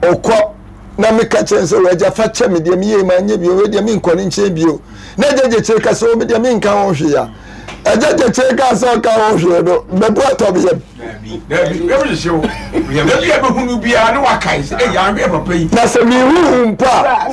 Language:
Akan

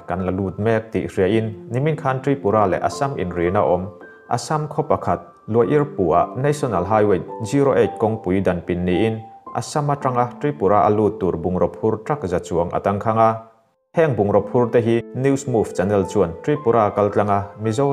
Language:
Mizo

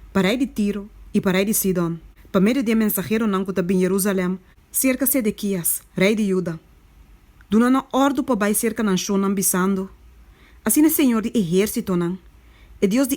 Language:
Papiamento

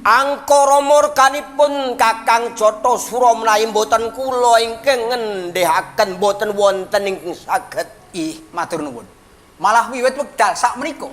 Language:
Javanese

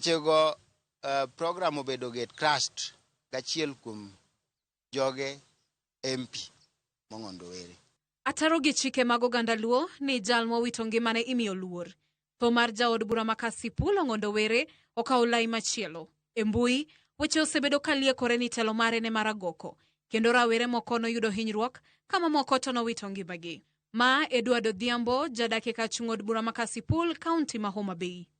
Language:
Luo (Kenya and Tanzania)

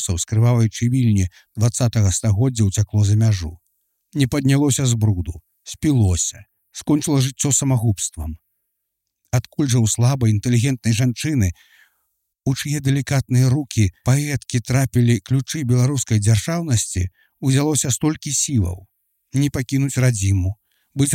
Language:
Belarusian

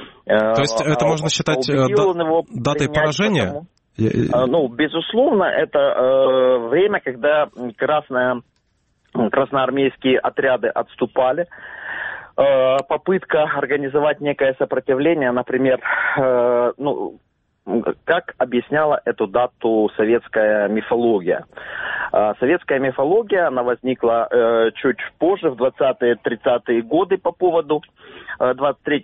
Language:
Russian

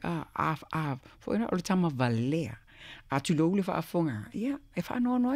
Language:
Samoan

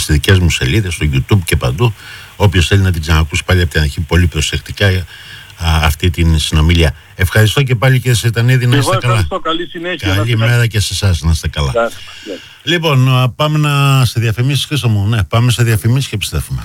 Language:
Greek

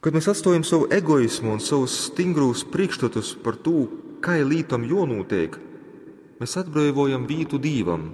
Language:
Latgalian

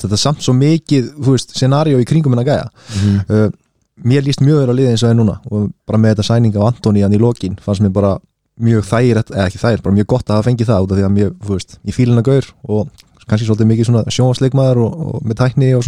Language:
Icelandic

